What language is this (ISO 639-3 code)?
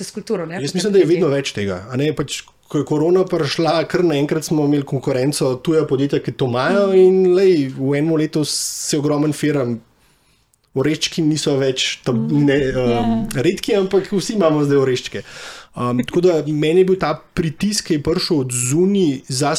slv